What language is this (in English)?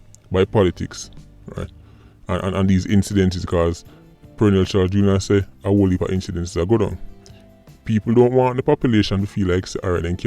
Jamaican Creole English